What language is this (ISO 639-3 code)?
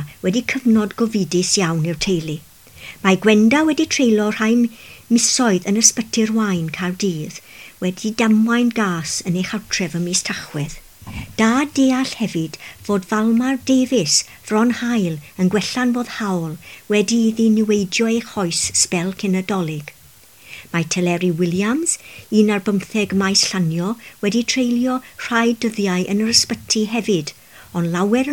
cym